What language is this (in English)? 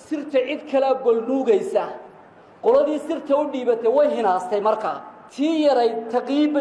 Somali